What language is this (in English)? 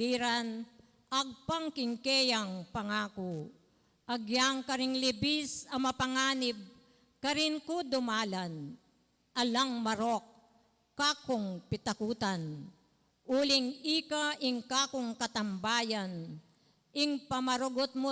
Pampanga